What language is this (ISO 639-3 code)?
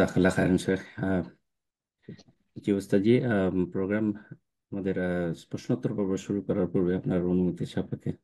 ben